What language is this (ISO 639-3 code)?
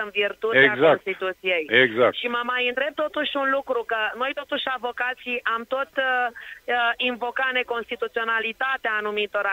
ron